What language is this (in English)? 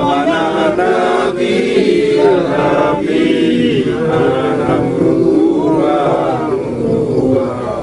Achinese